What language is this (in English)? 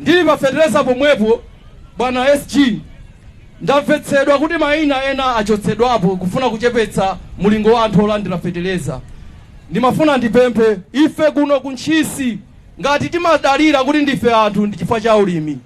Nyanja